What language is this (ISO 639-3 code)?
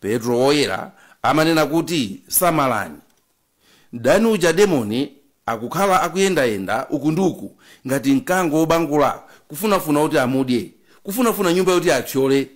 nya